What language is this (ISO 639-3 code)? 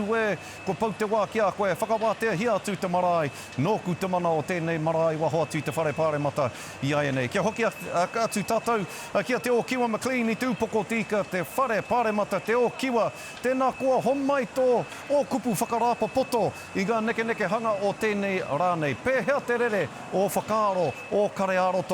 mri